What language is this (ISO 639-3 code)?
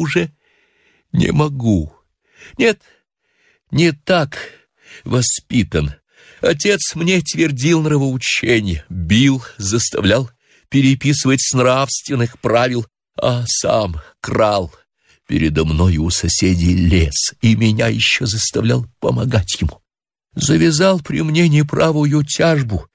rus